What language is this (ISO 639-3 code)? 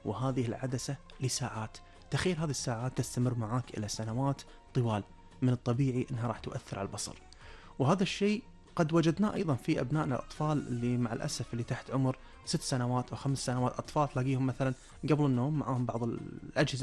afb